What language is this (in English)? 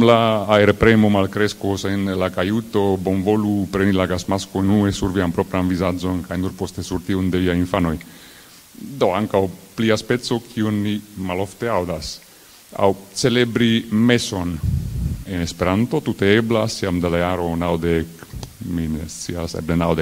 Esperanto